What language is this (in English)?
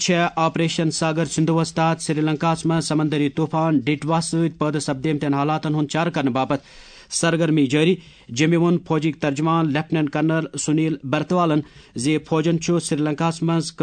Kashmiri